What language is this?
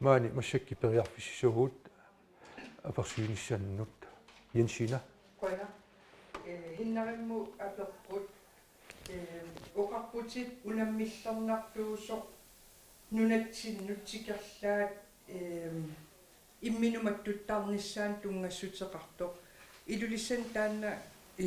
Kalaallisut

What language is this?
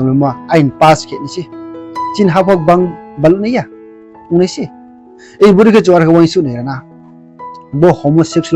Riang (India)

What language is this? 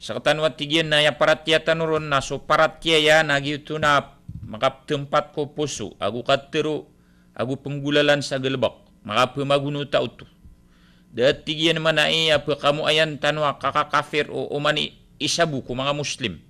Maranao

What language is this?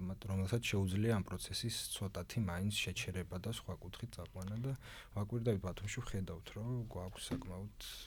Georgian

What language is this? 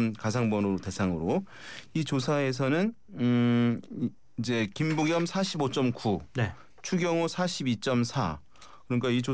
Korean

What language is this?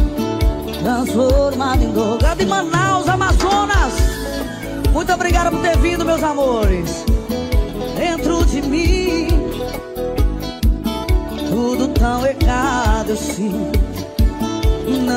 Portuguese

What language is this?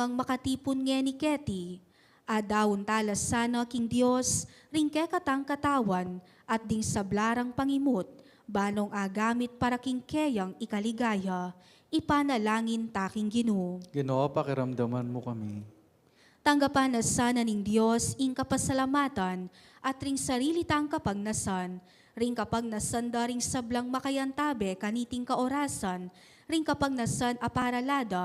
Pampanga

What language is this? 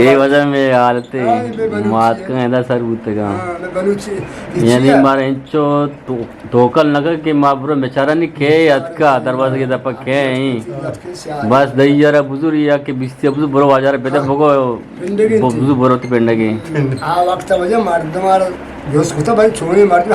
Eastern Balochi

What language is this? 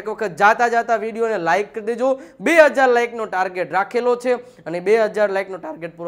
Gujarati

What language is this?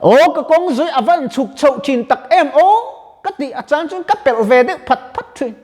Mizo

